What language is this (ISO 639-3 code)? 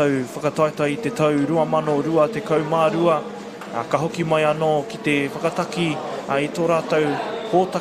mri